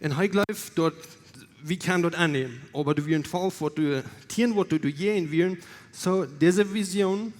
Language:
Plautdietsch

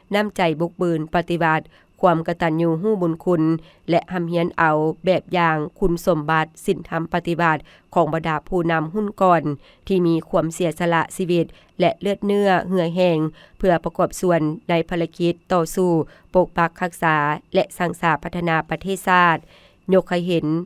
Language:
Lao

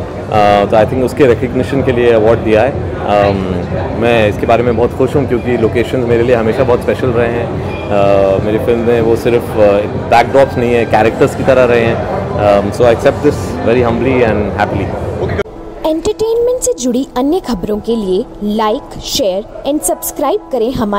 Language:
Hindi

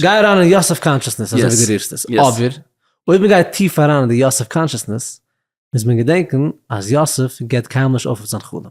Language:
Yiddish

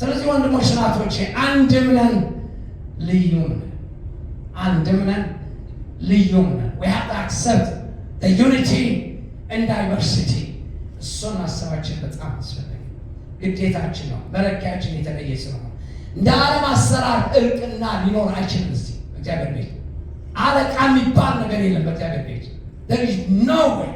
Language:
Amharic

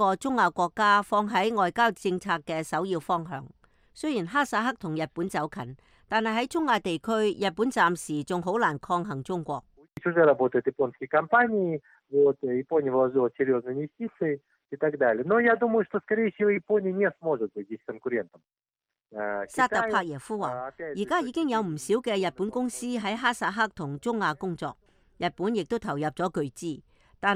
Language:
Cantonese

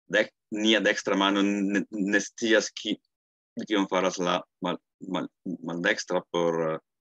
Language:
Esperanto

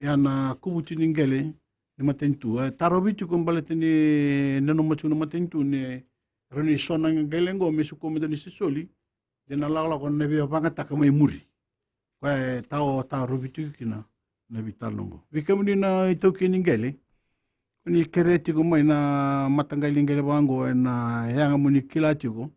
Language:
Fijian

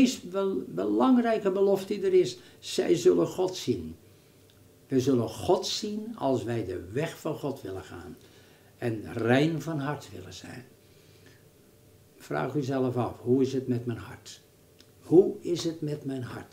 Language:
Dutch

